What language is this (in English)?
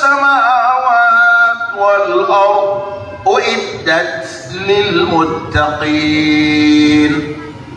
Maranao